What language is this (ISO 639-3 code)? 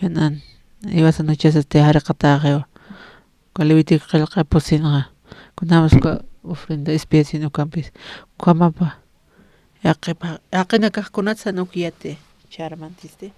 aym